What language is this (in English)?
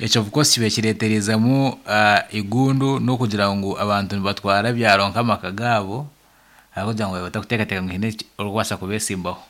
Nyankole